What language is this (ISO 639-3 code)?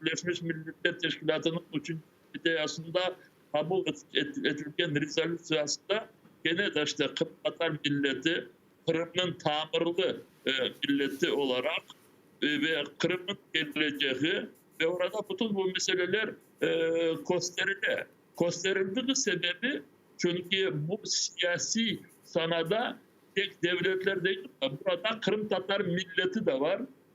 crh